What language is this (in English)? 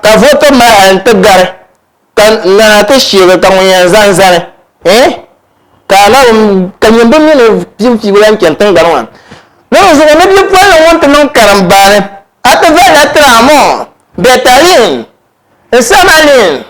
Dagbani